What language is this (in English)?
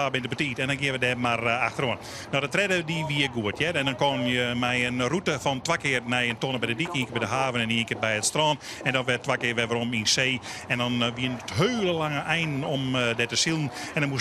Western Frisian